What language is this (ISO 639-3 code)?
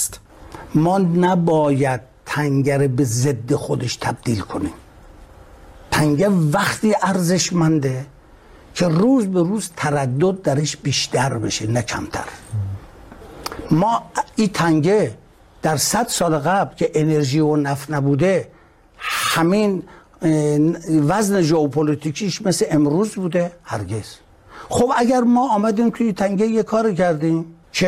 fas